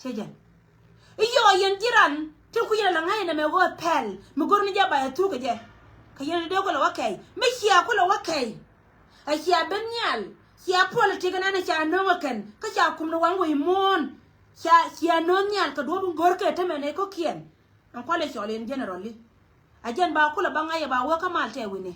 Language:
Nuer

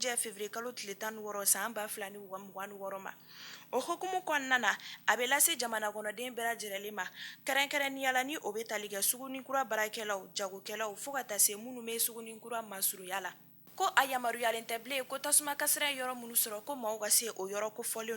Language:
Bambara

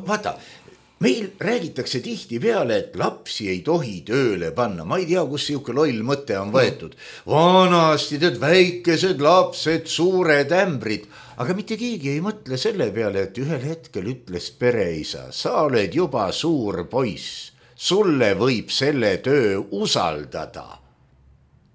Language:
Estonian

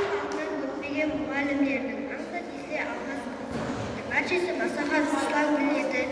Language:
Kara-Kalpak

